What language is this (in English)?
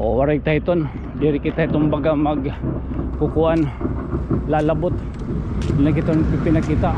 Waray